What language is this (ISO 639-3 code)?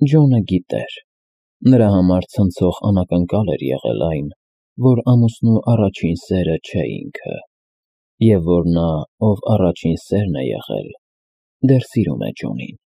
hye